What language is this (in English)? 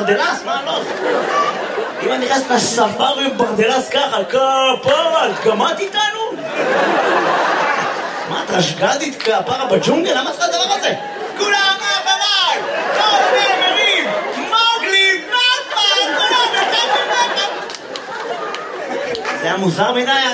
Hebrew